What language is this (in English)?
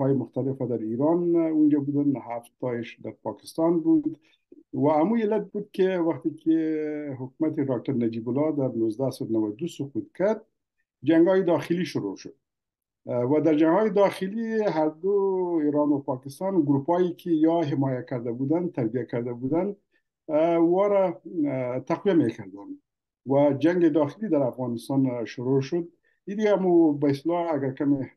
Persian